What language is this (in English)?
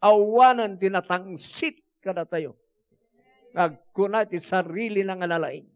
Iloko